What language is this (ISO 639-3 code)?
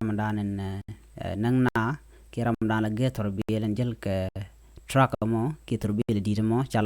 nus